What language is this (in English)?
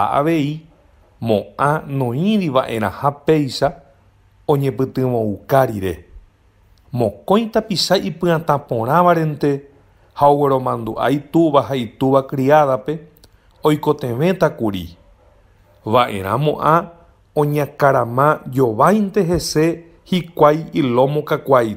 Guarani